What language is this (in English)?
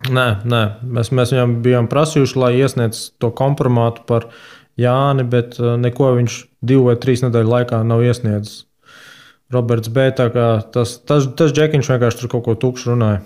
Latvian